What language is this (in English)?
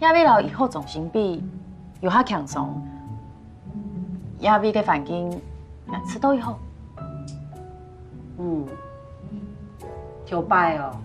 Hakka Chinese